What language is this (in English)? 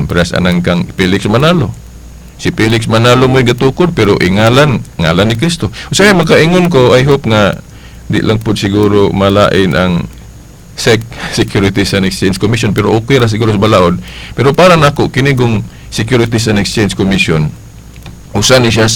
Cebuano